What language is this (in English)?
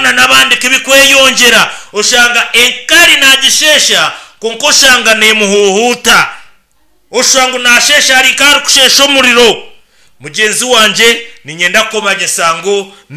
Nyankole